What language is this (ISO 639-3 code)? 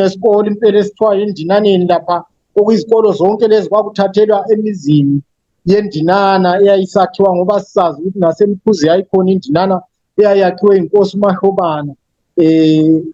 zul